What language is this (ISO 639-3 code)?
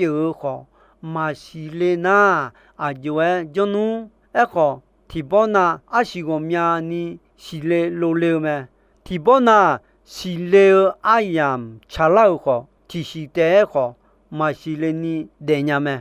ahk